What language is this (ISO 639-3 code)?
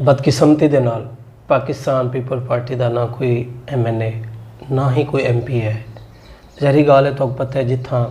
skr